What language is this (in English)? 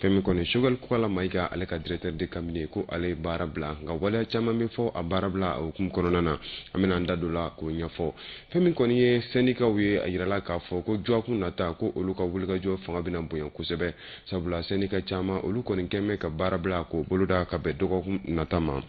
Bambara